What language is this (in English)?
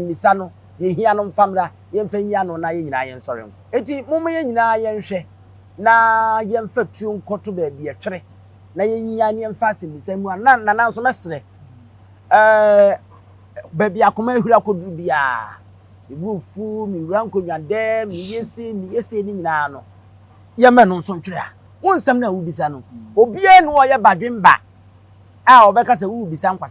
Akan